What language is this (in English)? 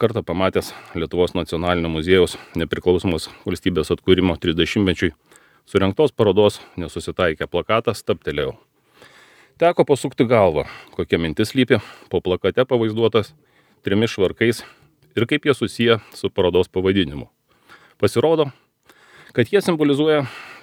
Lithuanian